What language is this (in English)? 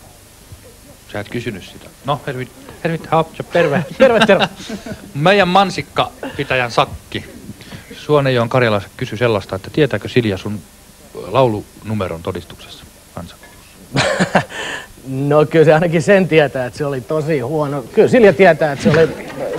Finnish